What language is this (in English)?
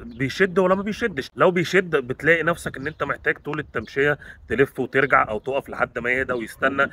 Egyptian Arabic